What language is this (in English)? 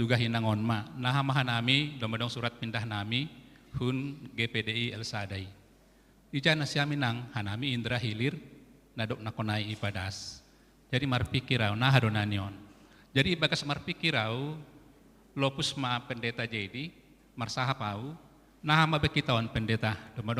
Batak Simalungun